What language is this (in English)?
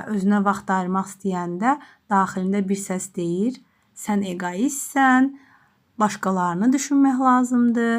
Azerbaijani